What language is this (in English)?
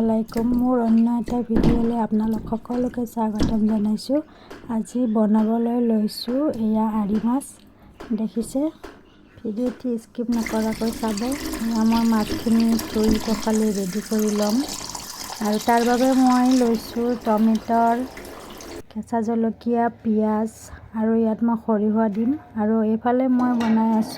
Assamese